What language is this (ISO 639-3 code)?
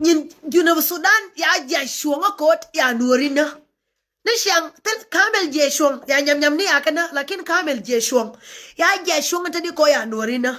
nus